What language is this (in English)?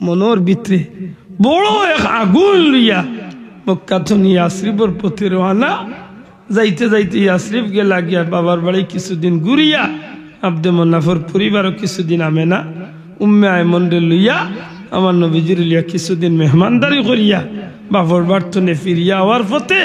Sylheti